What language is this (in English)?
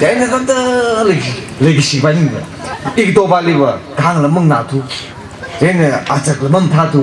Tangkhul Naga (India)